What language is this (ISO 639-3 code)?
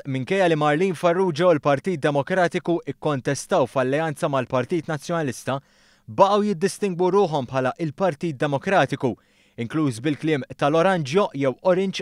mlt